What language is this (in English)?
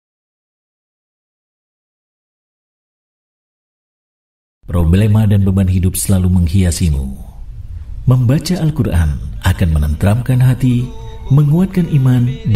Indonesian